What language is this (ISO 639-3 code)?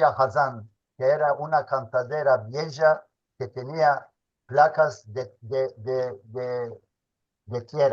lad